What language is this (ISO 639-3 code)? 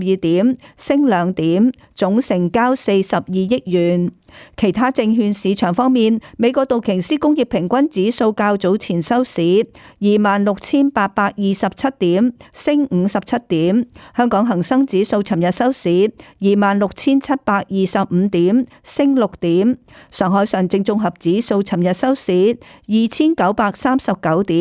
yue